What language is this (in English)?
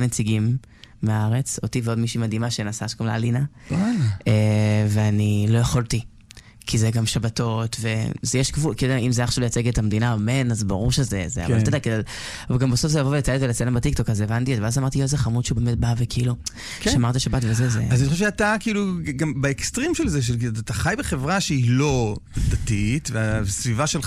Hebrew